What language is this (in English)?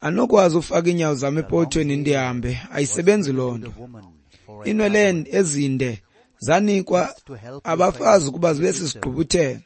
Xhosa